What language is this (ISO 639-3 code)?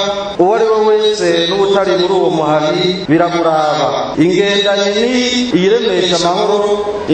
run